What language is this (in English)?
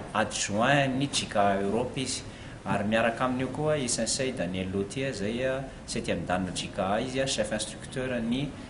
Malagasy